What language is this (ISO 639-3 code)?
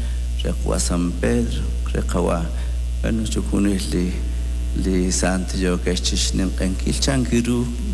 kek